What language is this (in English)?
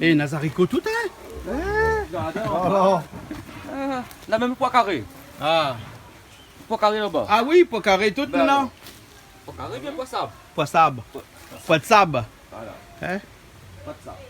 Réunion Creole French